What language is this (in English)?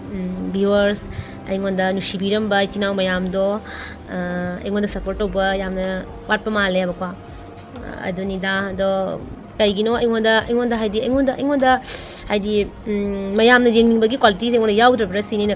Manipuri